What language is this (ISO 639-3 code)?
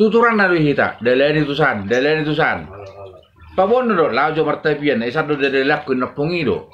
bbc